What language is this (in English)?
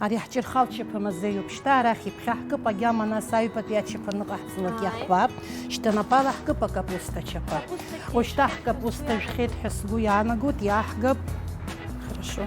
Abkhazian